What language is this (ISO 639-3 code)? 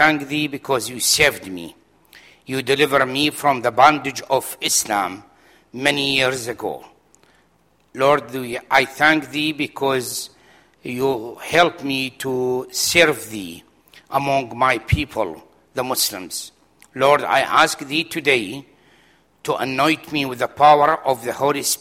eng